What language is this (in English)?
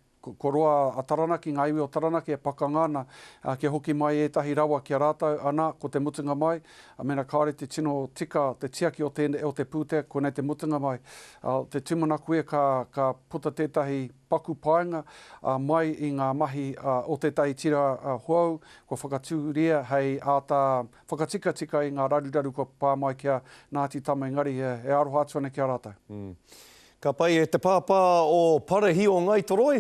Māori